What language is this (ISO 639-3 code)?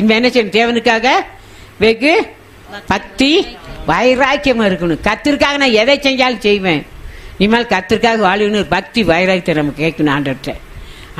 tam